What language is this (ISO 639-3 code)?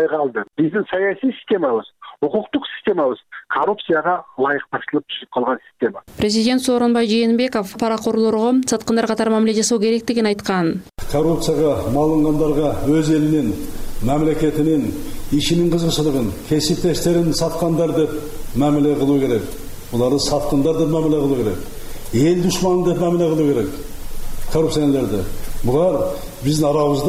kir